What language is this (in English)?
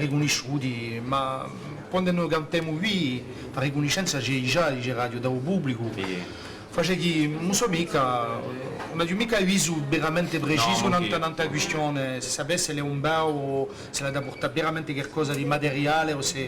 Corsican